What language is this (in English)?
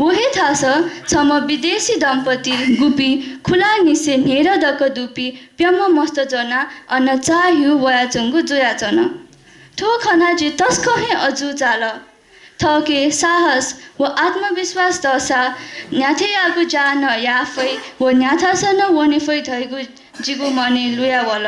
Newari